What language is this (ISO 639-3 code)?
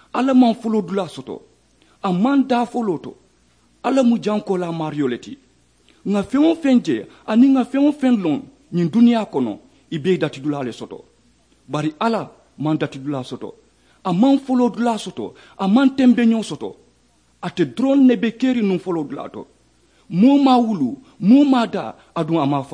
man